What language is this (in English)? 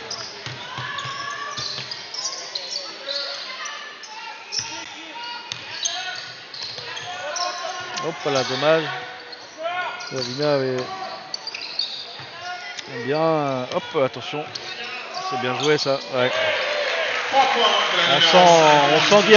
French